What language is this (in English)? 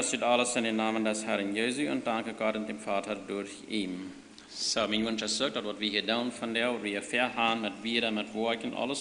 Plautdietsch